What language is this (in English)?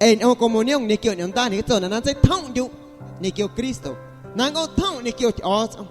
Guerrero Amuzgo